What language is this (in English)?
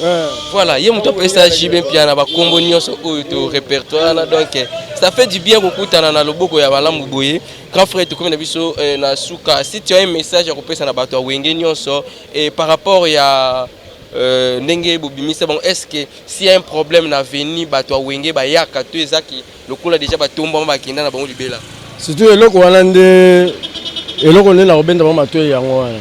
Lingala